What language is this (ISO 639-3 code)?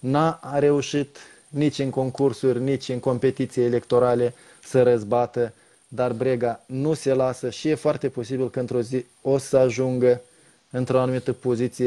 ron